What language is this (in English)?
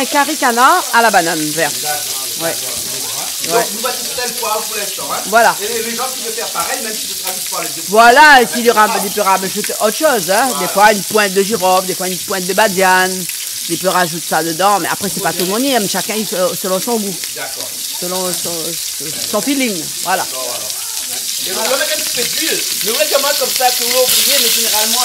Réunion Creole French